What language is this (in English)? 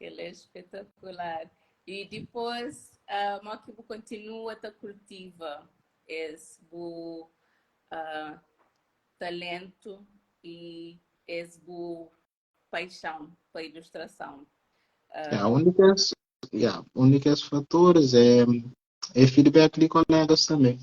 Kabuverdianu